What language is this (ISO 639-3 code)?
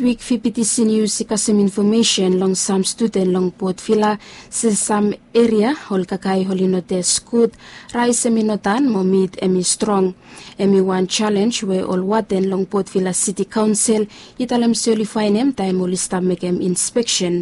bis